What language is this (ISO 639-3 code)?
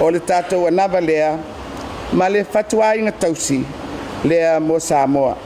smo